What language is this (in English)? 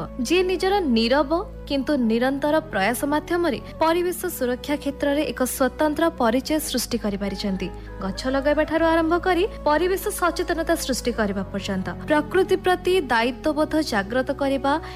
Odia